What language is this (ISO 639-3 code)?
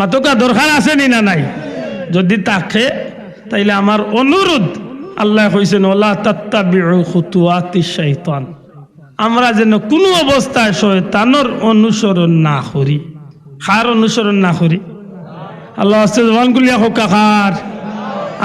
syl